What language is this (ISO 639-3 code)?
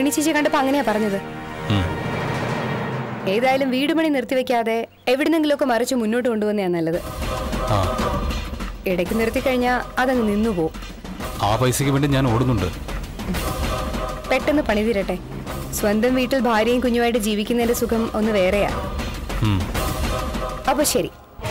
mal